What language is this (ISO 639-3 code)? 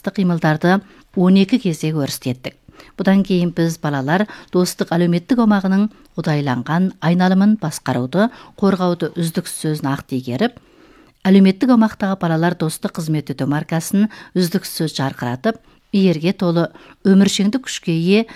kaz